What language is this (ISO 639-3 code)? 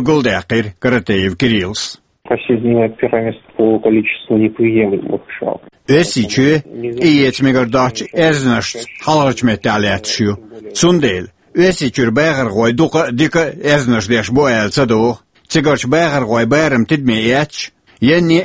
che